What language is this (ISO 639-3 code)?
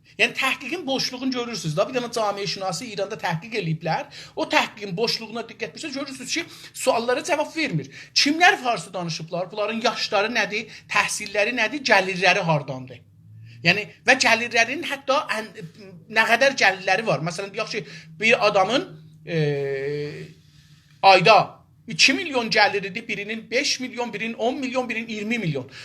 azb